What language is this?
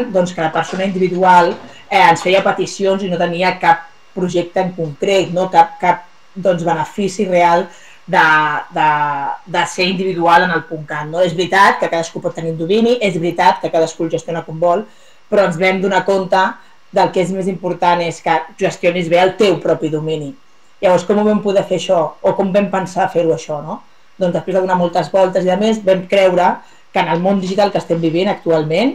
Catalan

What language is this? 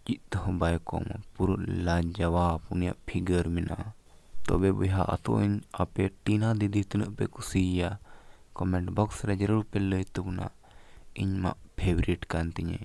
Santali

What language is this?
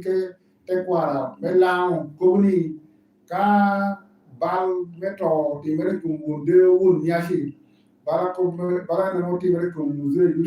Lango (Uganda)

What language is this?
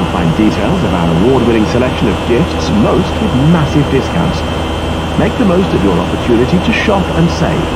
English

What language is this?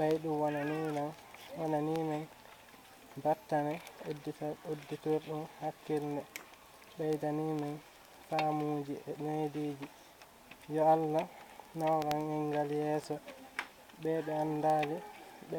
Fula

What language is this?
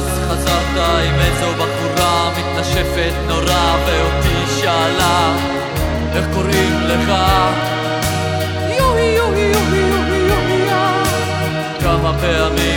Hebrew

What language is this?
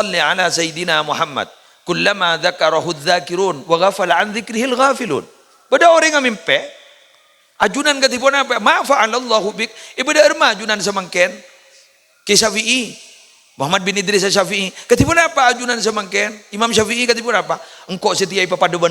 Madurese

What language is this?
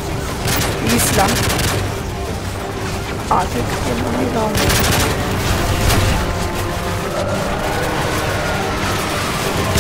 Turkish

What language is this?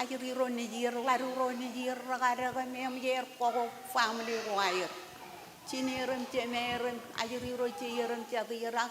Marshallese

